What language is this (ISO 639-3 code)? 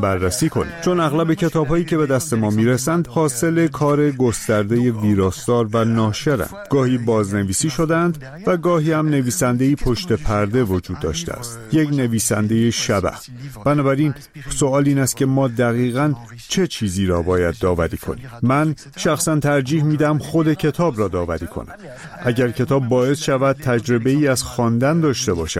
fas